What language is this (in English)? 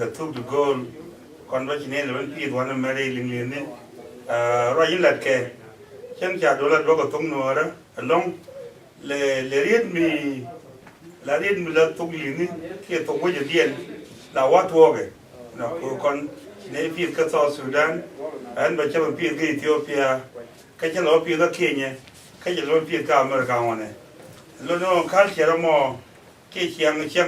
Nuer